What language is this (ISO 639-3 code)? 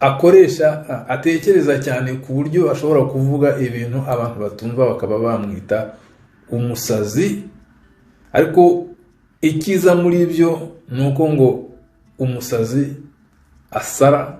kin